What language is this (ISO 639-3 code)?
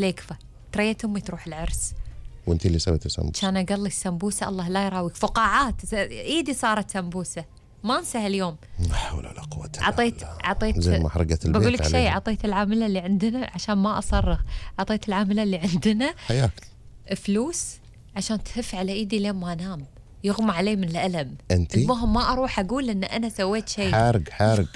afb